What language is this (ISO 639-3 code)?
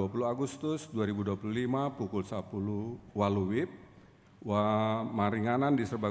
bbc